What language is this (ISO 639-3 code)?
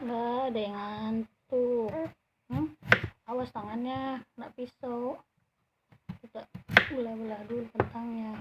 bew